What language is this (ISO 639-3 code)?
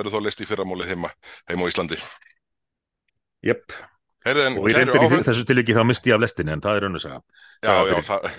isl